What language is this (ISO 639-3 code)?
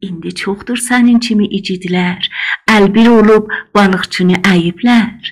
azb